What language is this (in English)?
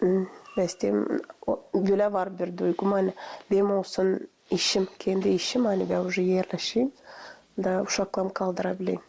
Gagauz